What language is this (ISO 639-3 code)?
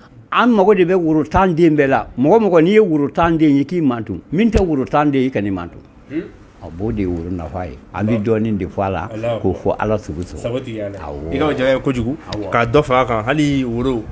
bam